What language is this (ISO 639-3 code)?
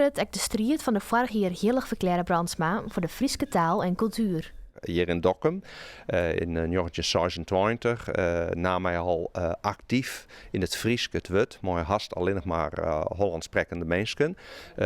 fry